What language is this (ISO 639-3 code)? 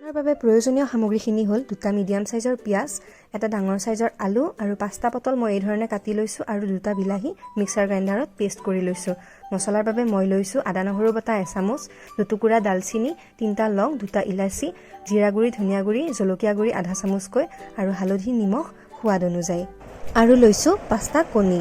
asm